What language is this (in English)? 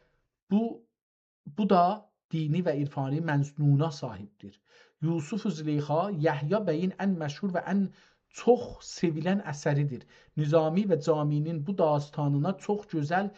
South Azerbaijani